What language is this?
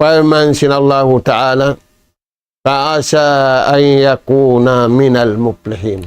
Tausug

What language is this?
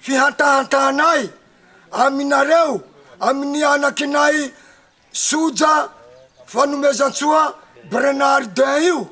Malagasy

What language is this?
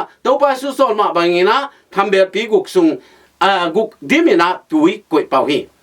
Tedim Chin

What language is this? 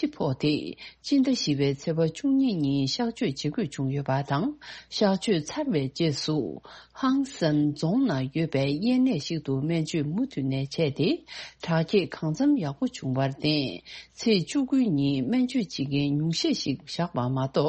Tibetan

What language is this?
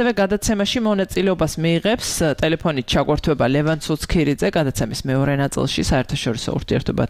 Georgian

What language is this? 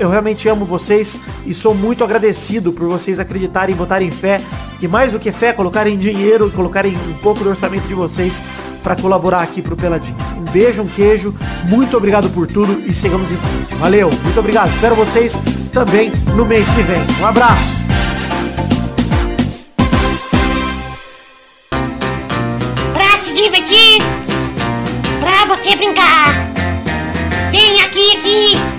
Portuguese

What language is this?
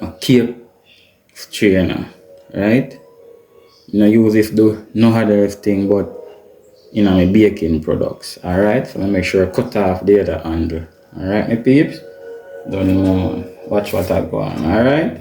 Jamaican Creole English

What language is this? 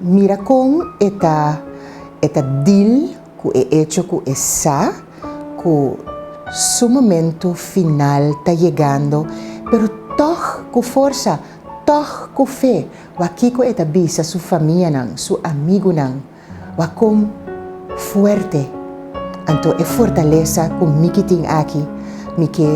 Papiamento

